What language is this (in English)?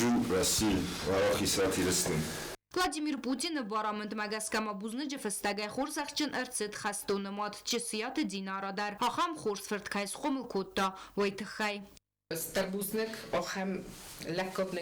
Ossetic